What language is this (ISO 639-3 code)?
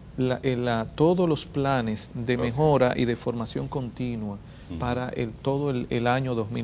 spa